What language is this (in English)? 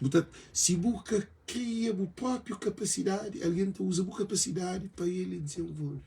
Kabuverdianu